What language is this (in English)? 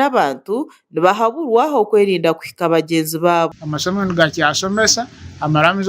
Nyankole